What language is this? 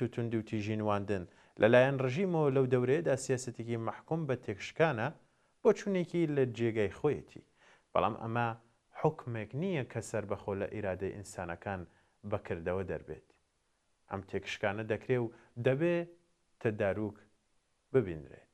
Central Kurdish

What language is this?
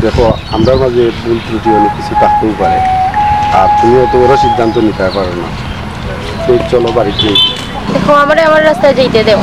Sylheti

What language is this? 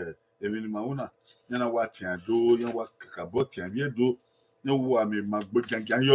Bini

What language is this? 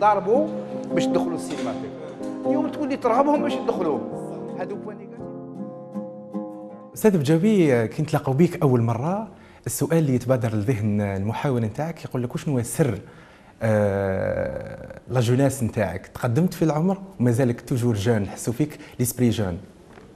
Algerian Arabic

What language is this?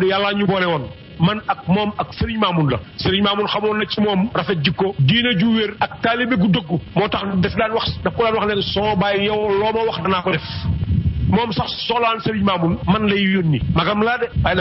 Wolof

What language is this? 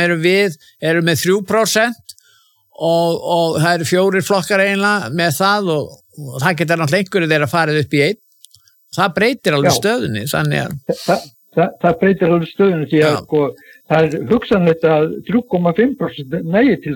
Icelandic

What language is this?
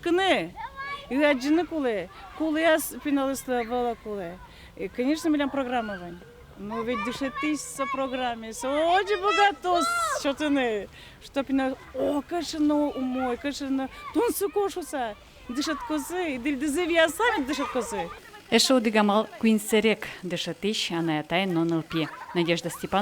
Udmurt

